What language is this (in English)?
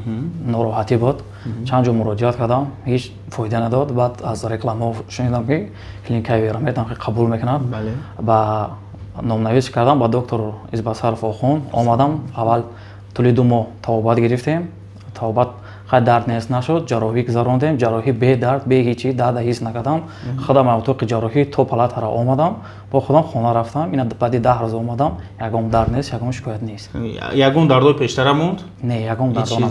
Tajik